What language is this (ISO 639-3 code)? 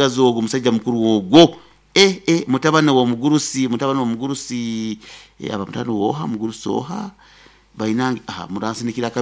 nyo